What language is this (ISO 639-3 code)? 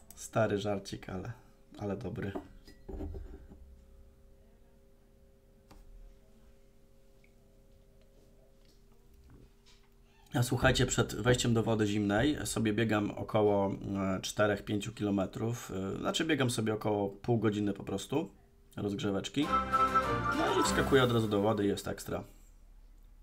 pol